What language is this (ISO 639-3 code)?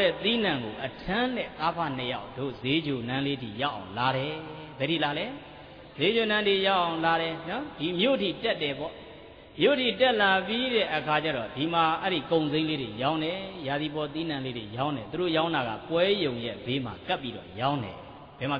mya